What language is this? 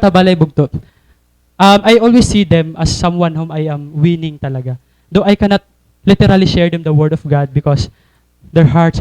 Waray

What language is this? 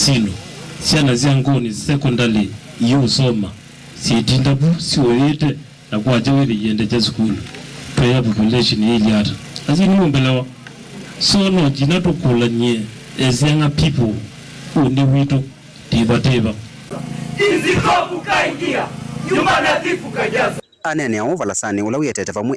Kamba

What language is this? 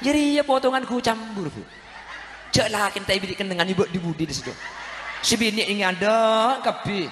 Madurese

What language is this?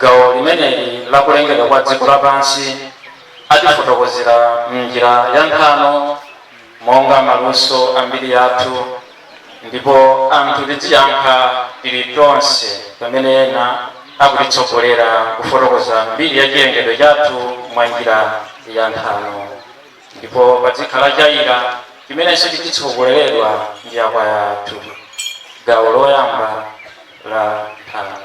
Nyanja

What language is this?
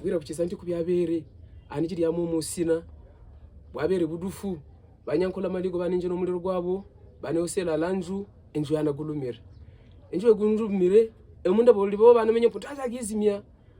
Havu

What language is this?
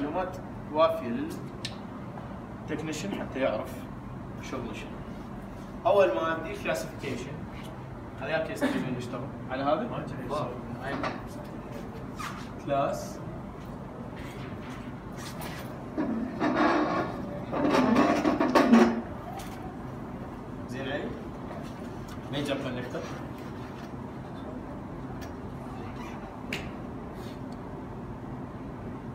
Mesopotamian Arabic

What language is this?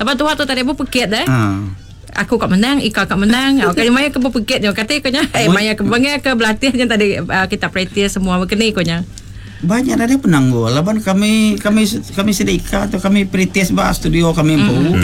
Iban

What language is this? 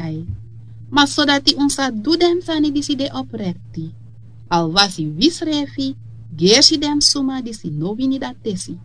Sranan Tongo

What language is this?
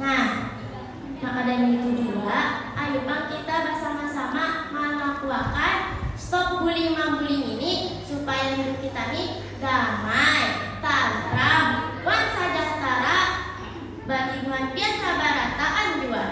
Banjar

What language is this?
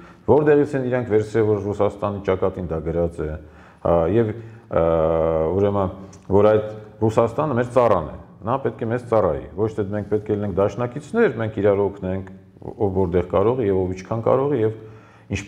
Armenian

